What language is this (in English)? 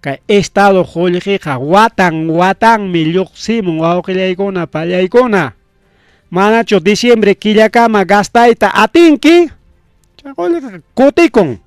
Ayacucho Quechua